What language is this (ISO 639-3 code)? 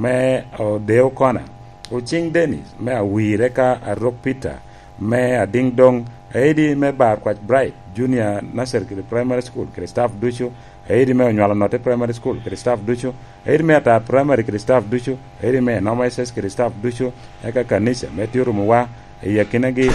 laj